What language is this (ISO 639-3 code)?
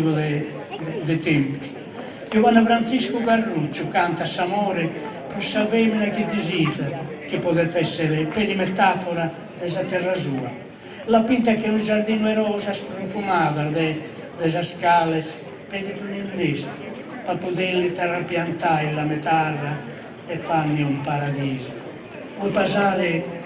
srd